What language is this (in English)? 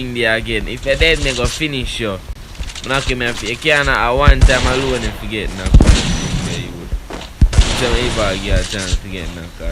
Jamaican Creole English